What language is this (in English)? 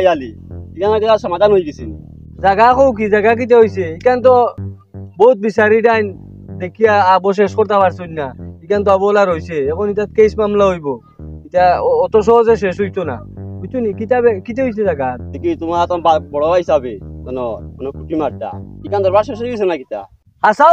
Sylheti